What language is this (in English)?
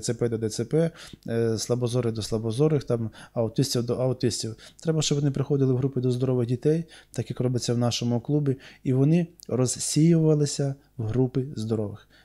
Ukrainian